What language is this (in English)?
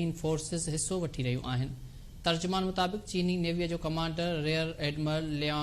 Sindhi